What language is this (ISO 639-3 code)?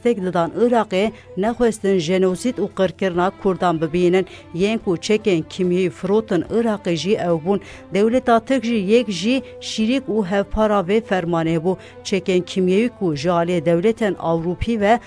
kur